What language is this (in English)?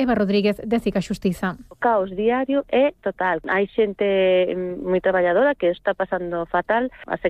Galician